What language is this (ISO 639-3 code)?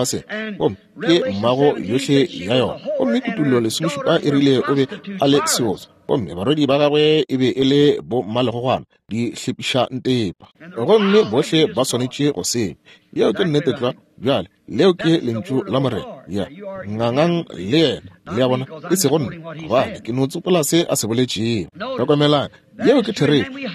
nso